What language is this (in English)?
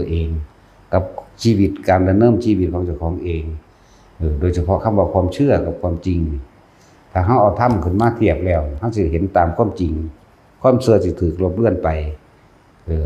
Northeastern Thai